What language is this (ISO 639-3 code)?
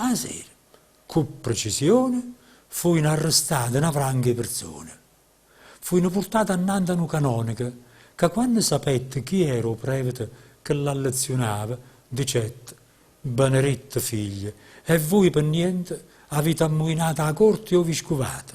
nap